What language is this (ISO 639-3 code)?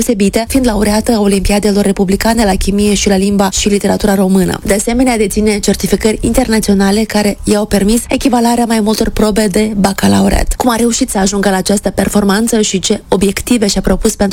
ron